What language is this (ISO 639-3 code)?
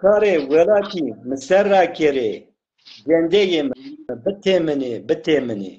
zza